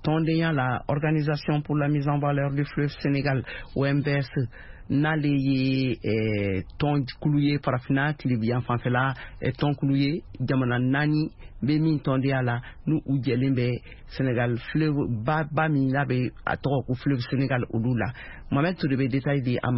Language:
Bambara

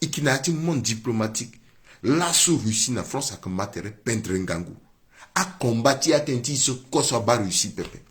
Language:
Sango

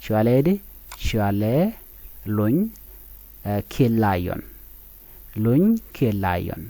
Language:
Nuer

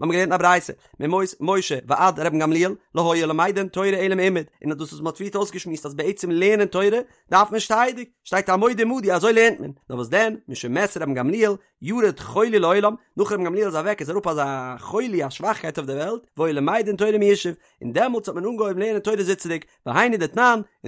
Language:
Yiddish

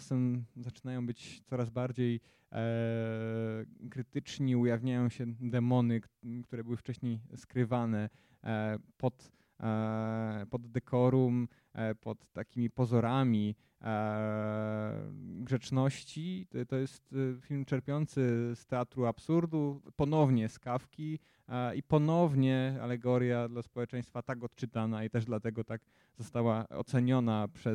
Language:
Polish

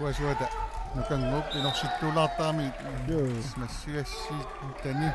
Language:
Kalaallisut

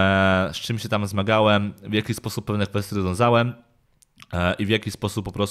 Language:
Polish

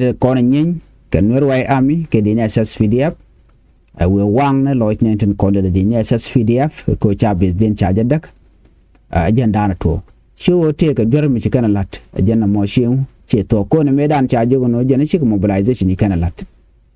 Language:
Nuer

